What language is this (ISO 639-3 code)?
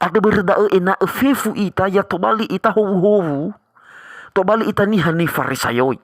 nia